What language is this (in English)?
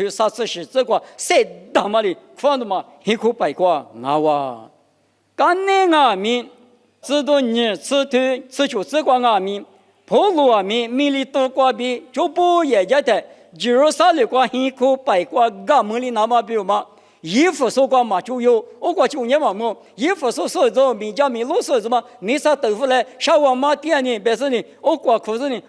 Lisu